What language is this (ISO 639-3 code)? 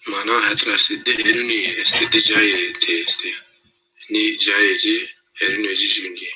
zza